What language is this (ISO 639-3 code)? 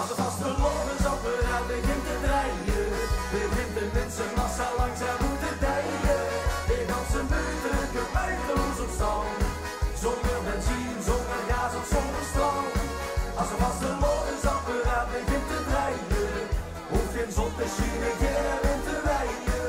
lim